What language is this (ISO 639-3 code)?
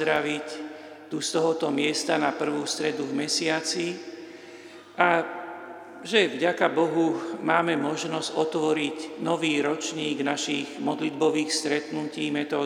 slk